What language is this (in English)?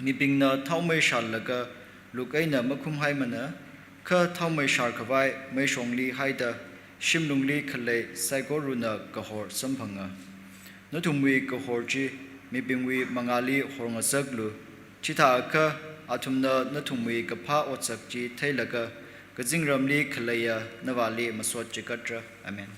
Tangkhul Naga (India)